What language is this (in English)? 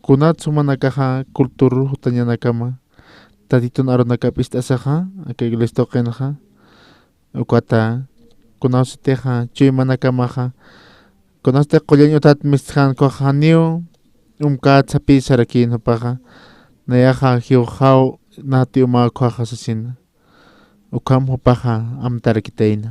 Aymara